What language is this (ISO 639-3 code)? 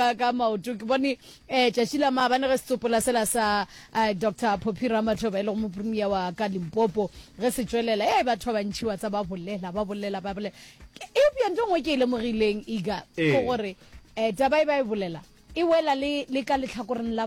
nso